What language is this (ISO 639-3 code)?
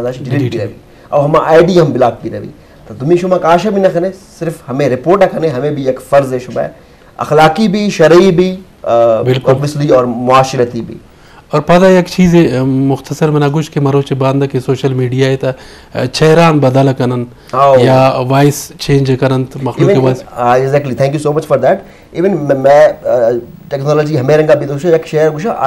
bgp